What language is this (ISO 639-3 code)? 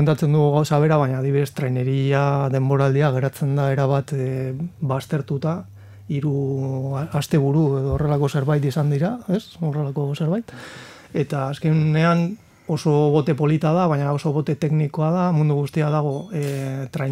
eus